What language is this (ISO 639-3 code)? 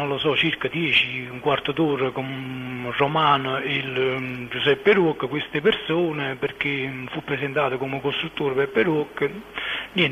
ita